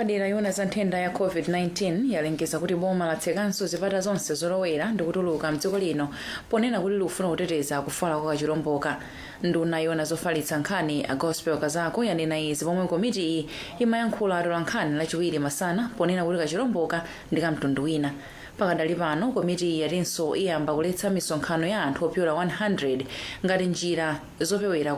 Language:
Nyanja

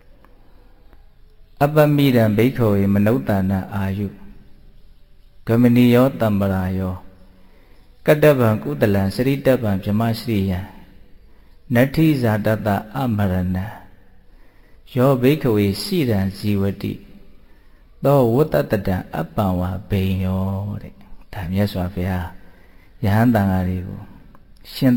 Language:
Burmese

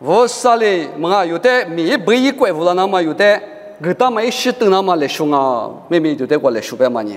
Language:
Lisu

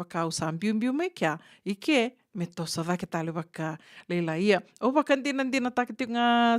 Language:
Fijian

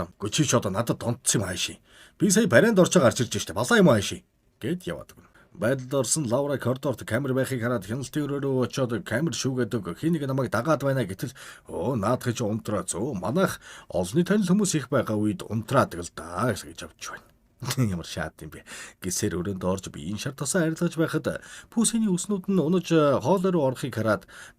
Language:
Mongolian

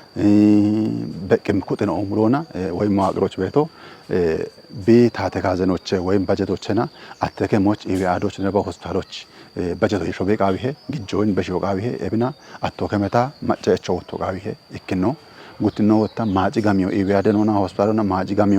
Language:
Kafa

